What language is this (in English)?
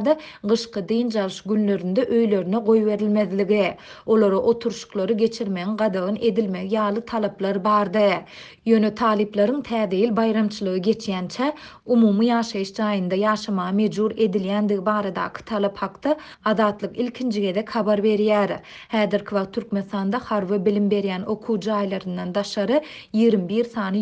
Turkmen